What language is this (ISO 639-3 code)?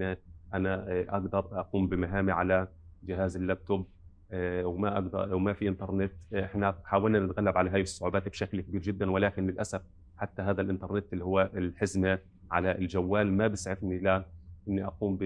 apc